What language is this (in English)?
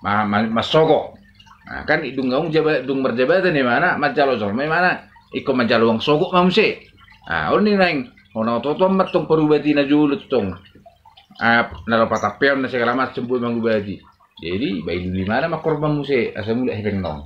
Batak Toba